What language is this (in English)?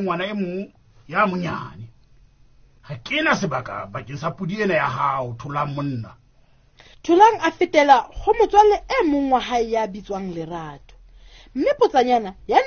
Southern Sotho